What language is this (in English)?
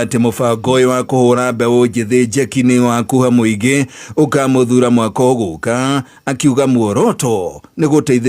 Kikuyu